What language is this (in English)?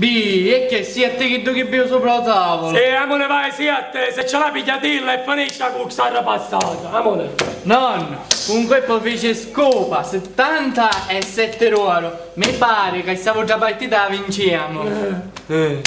Sicilian